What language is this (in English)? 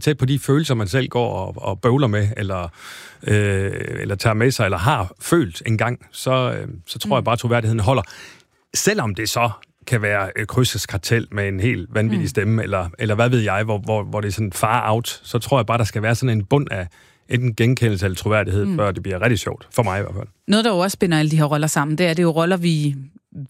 Danish